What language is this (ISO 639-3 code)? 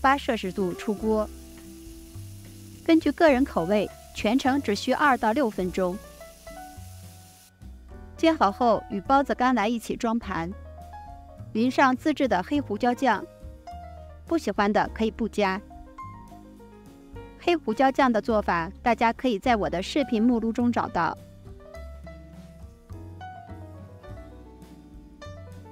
zho